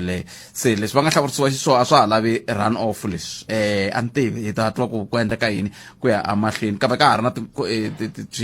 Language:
Tsonga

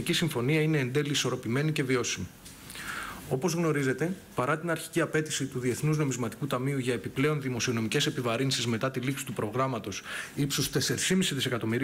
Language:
Greek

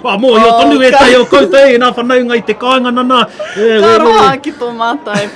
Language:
Māori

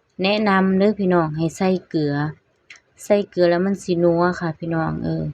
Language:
Lao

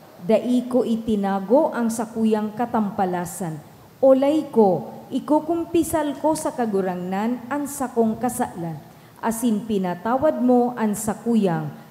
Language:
Bikol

